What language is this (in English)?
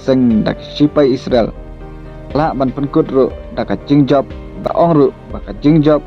Khasi